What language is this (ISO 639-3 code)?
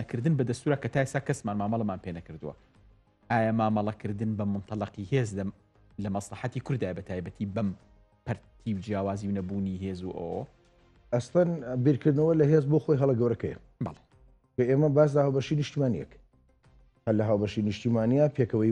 ckb